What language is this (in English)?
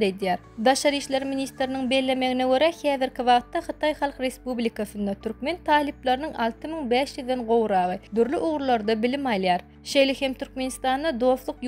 Turkmen